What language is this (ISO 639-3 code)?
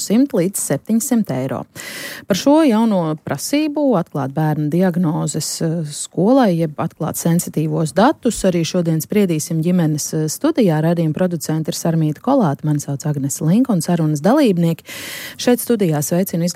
lav